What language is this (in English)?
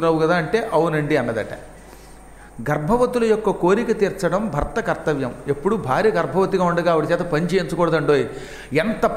Telugu